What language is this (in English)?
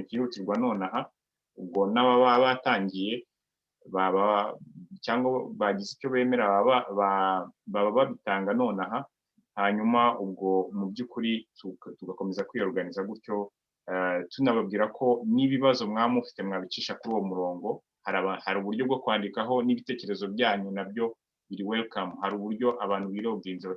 Kinyarwanda